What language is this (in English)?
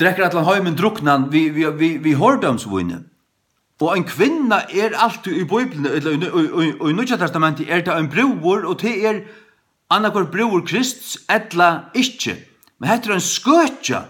Faroese